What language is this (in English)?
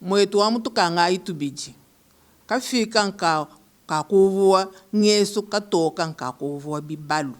Luba-Lulua